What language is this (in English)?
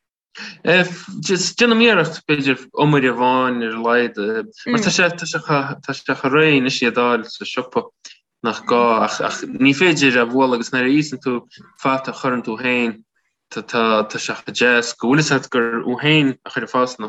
Irish